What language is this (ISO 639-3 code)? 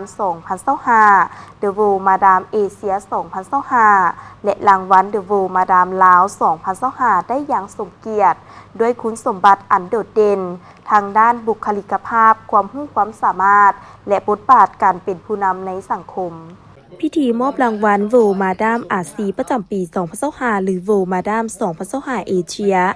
lao